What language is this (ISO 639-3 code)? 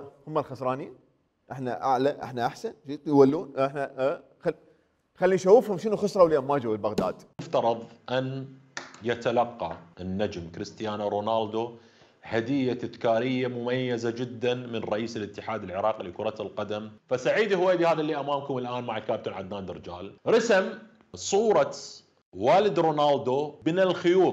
acm